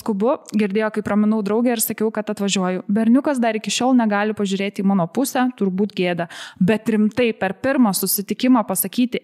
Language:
Lithuanian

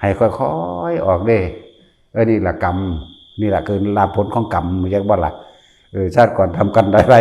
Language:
Northeastern Thai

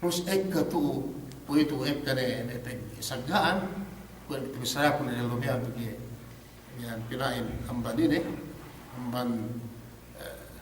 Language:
Yakan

